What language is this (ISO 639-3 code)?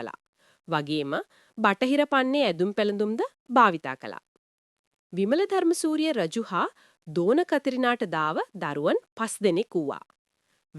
sin